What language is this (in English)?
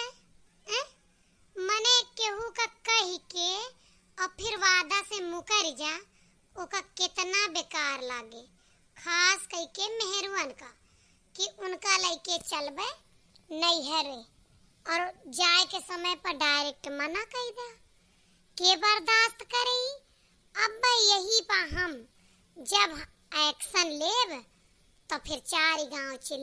Awadhi